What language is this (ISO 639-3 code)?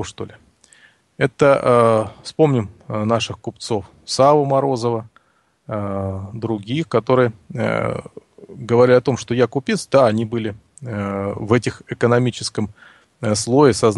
rus